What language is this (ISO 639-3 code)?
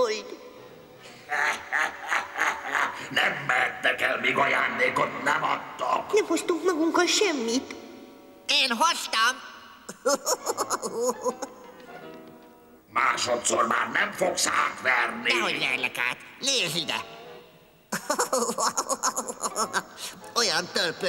hun